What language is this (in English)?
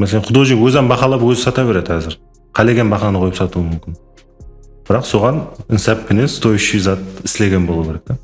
Kara-Kalpak